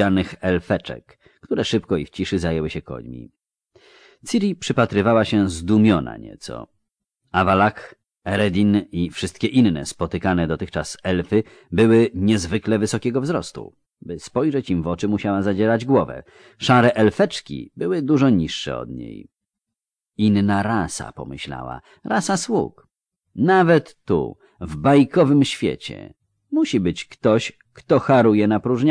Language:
Polish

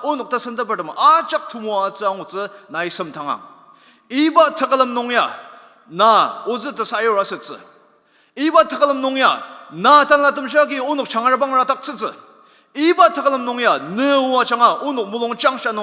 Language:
Ao Naga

